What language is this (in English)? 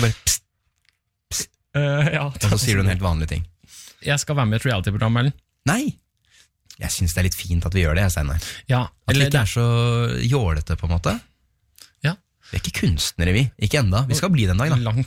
Norwegian